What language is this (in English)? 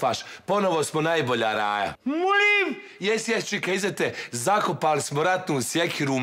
Bosnian